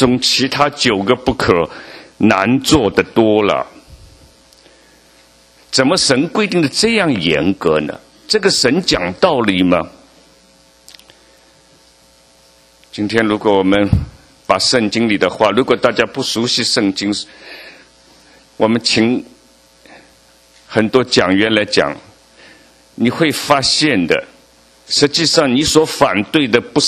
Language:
Chinese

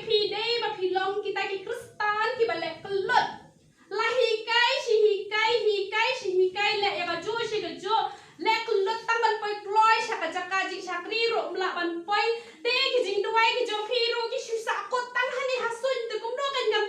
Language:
Khasi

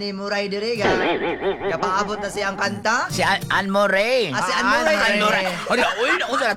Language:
Cebuano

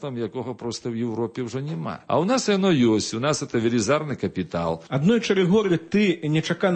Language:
Belarusian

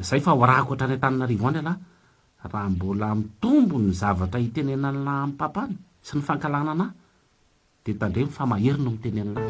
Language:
Malagasy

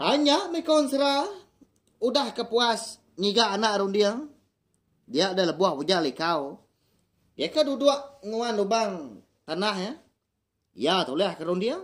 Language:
Iban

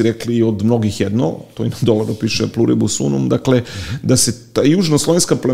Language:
Serbian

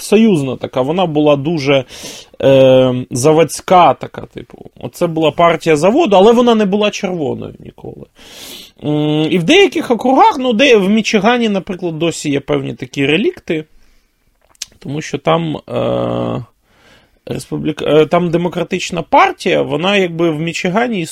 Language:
Ukrainian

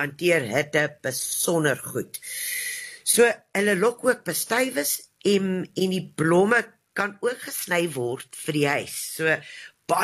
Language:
Afrikaans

